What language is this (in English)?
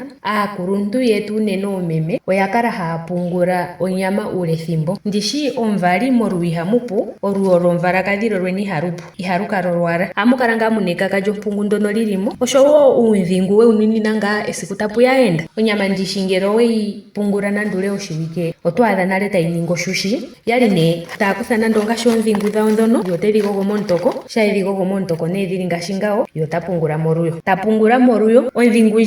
Ndonga